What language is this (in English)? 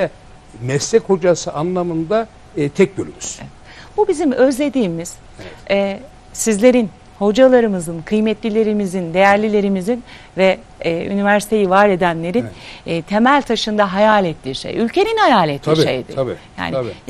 Turkish